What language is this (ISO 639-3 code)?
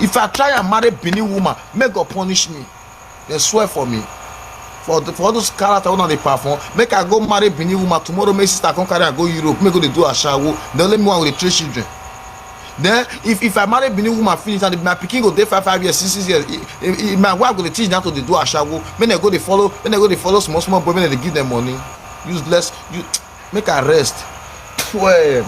pcm